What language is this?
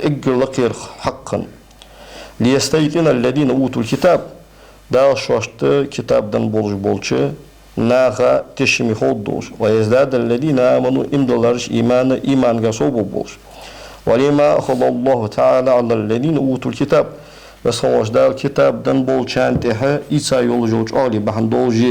Ingush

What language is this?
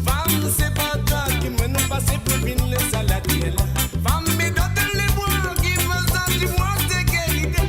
Morisyen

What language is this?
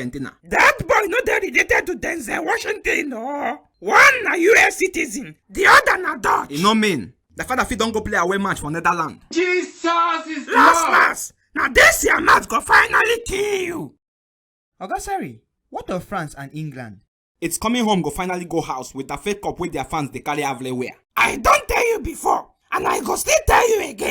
Nigerian Pidgin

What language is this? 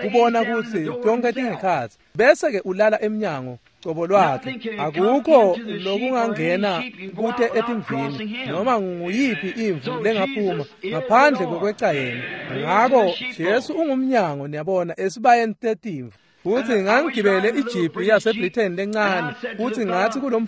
Swati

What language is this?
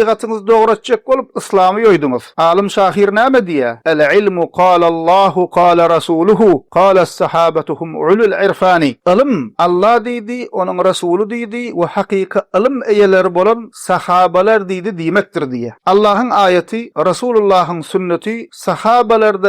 Turkmen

